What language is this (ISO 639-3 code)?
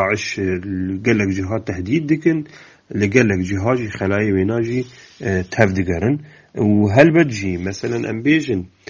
kur